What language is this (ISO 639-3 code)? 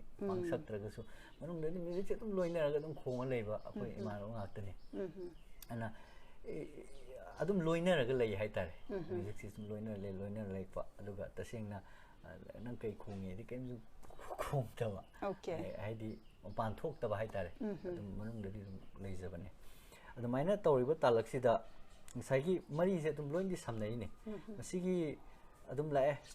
mni